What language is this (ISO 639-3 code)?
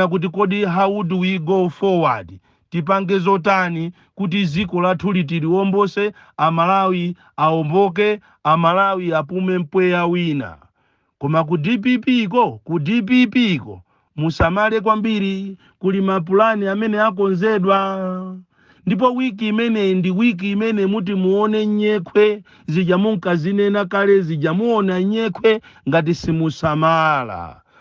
nya